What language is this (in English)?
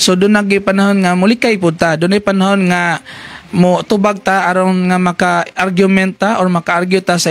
Cebuano